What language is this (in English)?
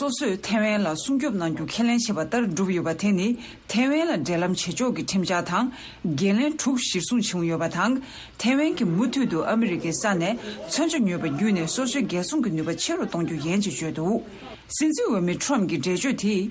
Tibetan